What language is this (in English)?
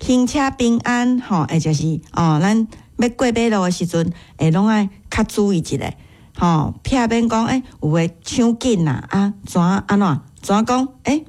Min Nan Chinese